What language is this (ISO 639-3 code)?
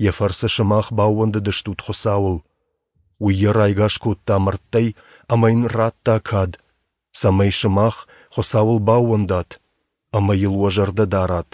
oss